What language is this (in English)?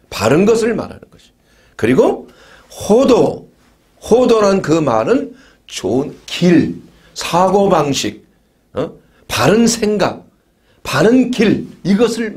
Korean